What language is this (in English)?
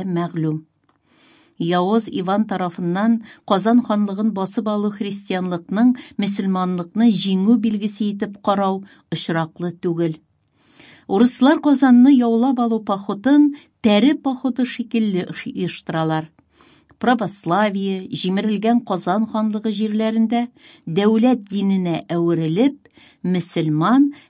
Tatar